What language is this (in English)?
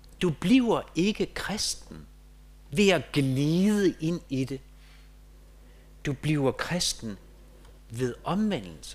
Danish